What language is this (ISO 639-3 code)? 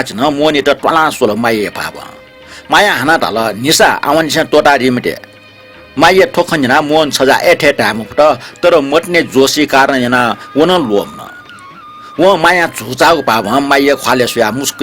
new